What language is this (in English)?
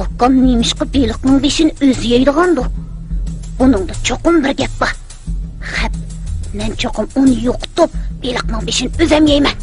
Uyghur